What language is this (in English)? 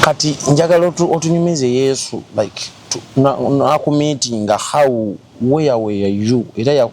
Ganda